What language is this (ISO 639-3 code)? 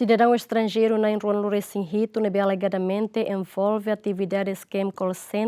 tet